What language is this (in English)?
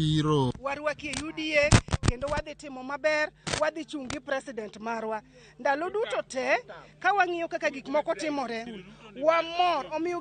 Luo (Kenya and Tanzania)